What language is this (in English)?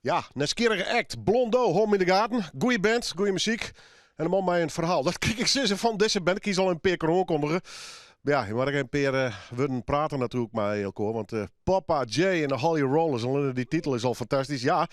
Western Frisian